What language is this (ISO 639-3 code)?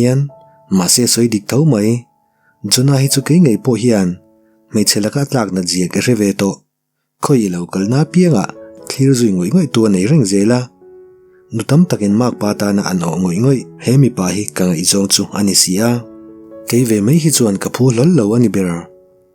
lus